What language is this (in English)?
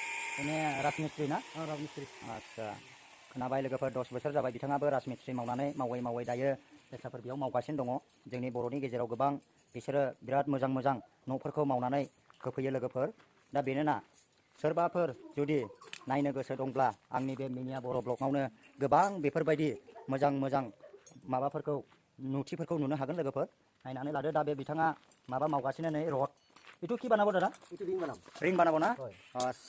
Bodo